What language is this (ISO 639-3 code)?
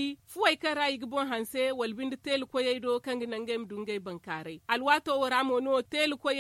dje